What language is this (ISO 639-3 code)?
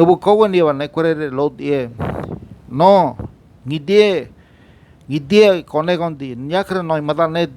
gym